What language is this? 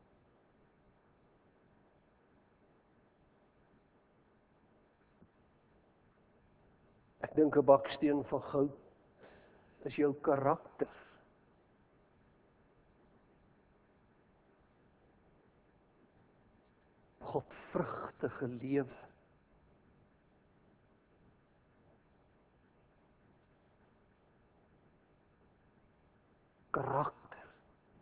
Afrikaans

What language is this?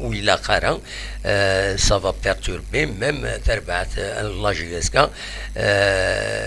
Kabyle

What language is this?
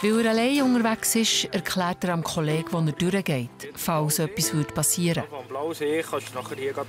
Swiss German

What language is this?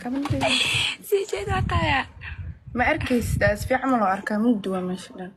Somali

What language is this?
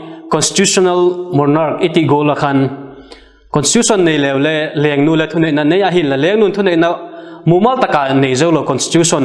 Vaiphei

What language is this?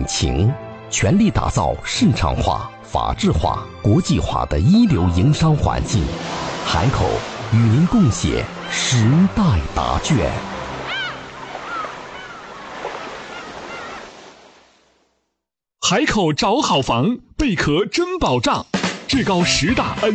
Chinese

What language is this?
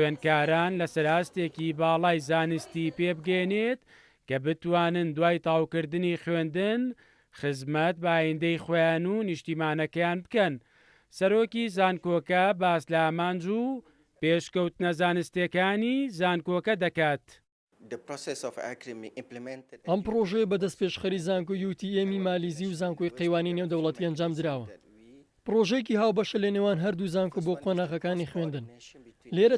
Central Kurdish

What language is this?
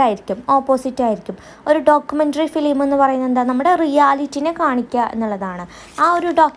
Malayalam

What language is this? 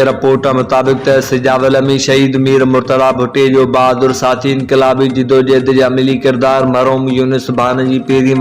Sindhi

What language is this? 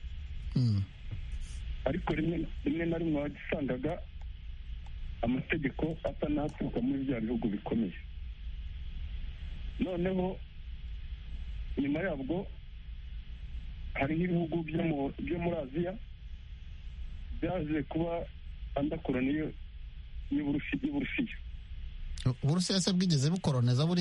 Kinyarwanda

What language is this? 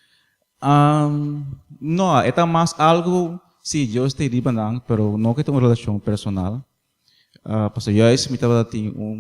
Papiamento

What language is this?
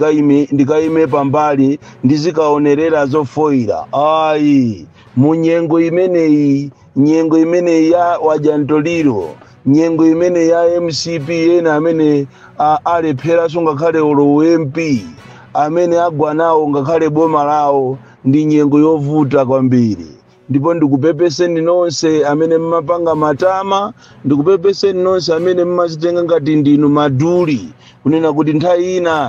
Nyanja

